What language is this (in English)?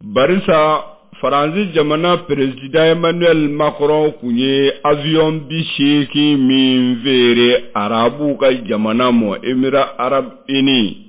Bambara